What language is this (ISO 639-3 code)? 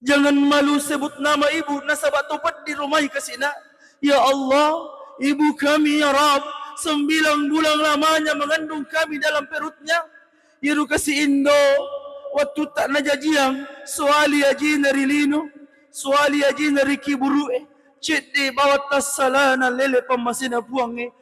bug